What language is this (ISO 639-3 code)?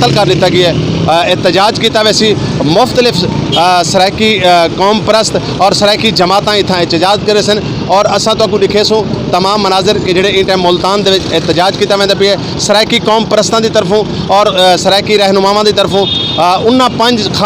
skr